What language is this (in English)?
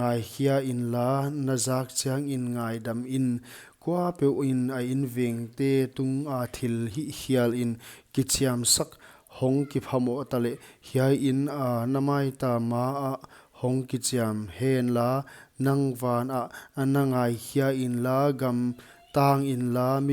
Paite Chin